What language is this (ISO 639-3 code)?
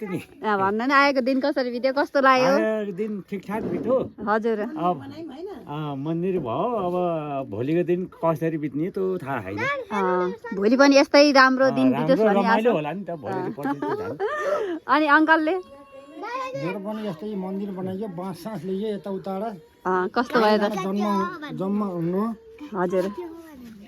nep